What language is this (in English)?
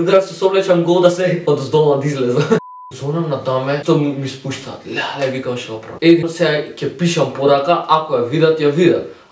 Macedonian